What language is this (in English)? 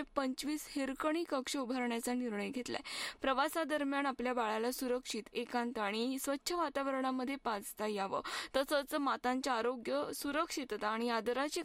Marathi